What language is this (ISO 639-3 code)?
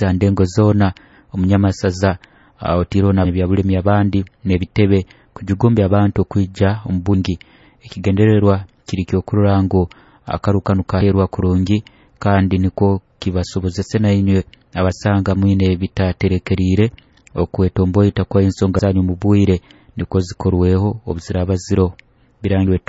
nyo